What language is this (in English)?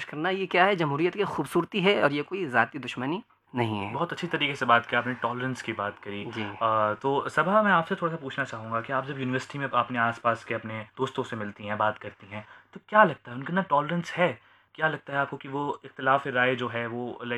Hindi